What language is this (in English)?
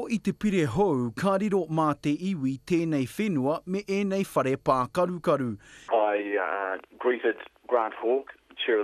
Māori